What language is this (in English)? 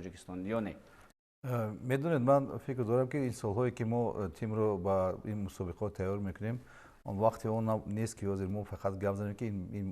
Tajik